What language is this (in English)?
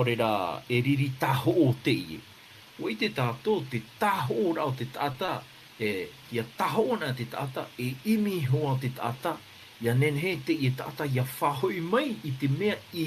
Tahitian